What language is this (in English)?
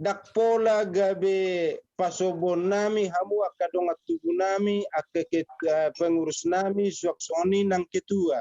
Batak Toba